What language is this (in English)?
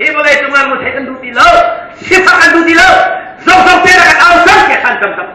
Hakha Chin